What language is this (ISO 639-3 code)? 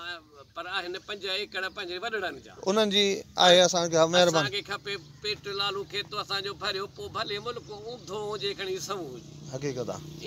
snd